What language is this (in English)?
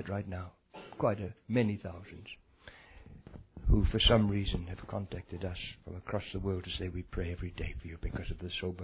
English